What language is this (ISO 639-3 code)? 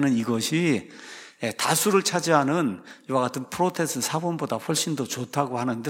kor